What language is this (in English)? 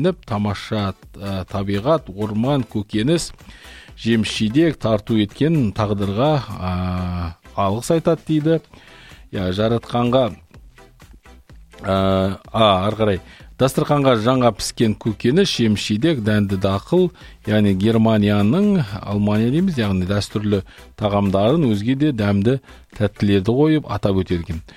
Kazakh